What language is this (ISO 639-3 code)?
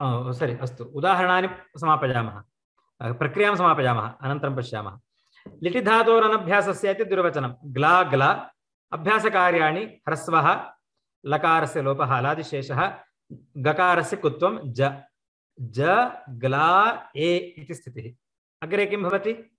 san